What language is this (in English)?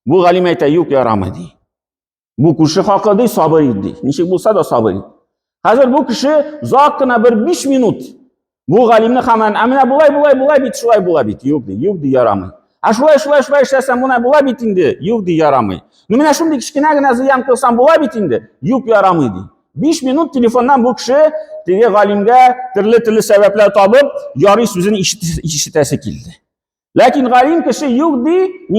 Tatar